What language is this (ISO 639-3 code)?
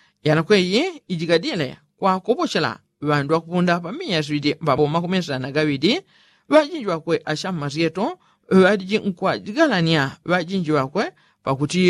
yao